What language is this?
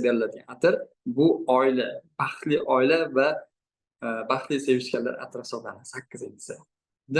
Uzbek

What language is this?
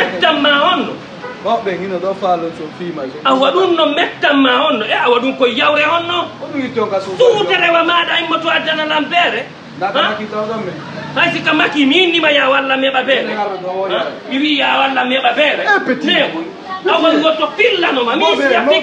Fula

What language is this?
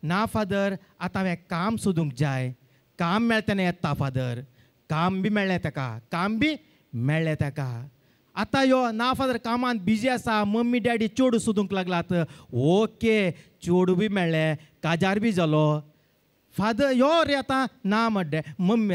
Konkani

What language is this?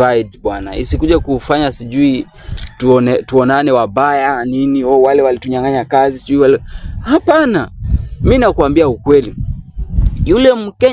Swahili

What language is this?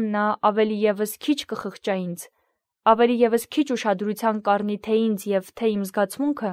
Armenian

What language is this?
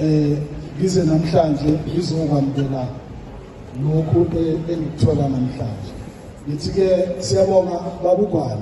Zulu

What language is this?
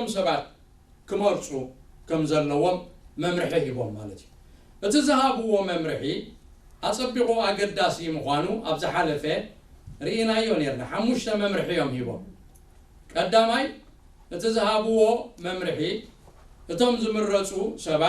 Tigrinya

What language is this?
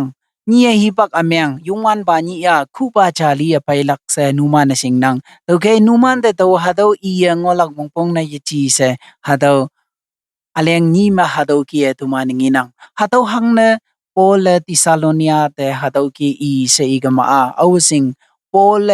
Konyak Naga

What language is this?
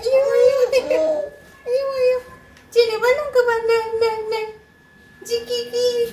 Bodo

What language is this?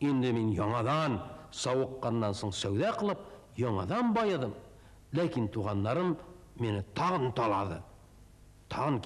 Tatar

